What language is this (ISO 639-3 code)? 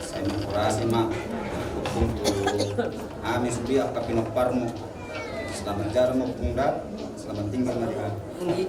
bbc